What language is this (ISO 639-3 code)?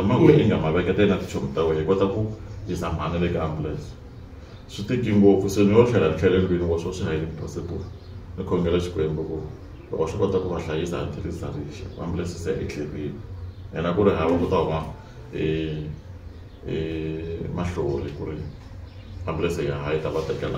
tso